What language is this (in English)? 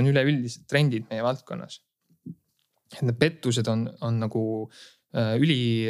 Estonian